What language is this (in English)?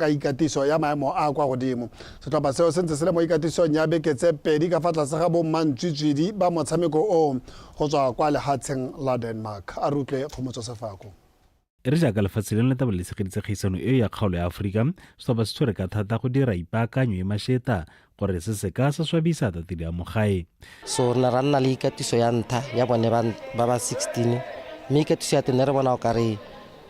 Tswana